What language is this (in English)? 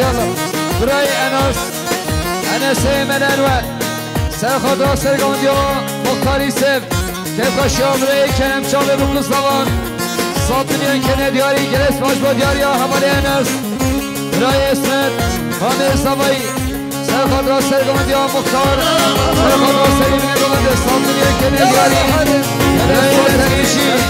Kurdish